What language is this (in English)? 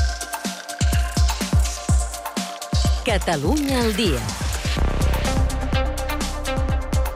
Catalan